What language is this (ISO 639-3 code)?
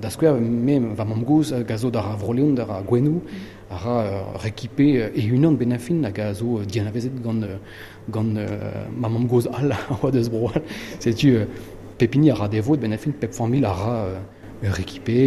bre